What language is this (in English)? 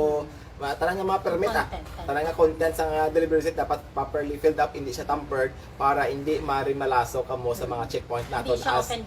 Hiligaynon